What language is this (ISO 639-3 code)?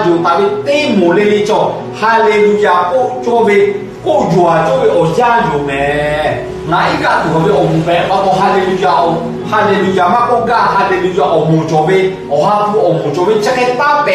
lhu